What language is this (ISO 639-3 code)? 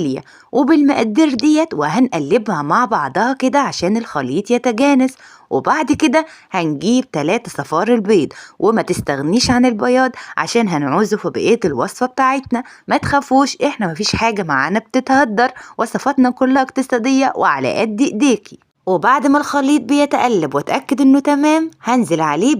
arz